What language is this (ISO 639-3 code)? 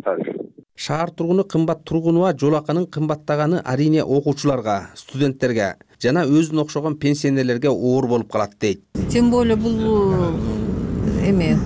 kir